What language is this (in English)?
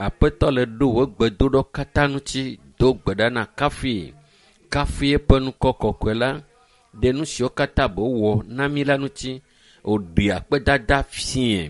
Ewe